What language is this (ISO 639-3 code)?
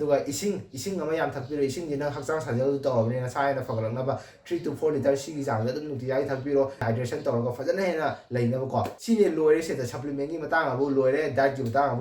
mni